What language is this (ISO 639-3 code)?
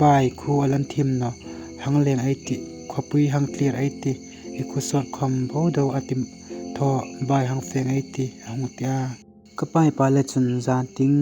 hmr